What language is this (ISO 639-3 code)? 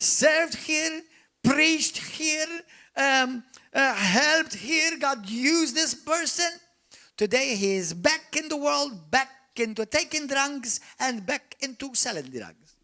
eng